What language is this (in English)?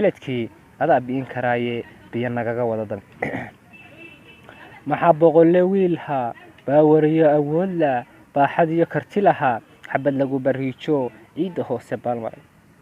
Somali